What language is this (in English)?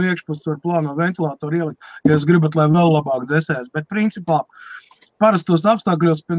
Latvian